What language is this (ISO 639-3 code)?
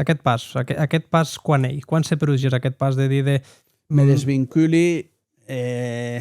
oci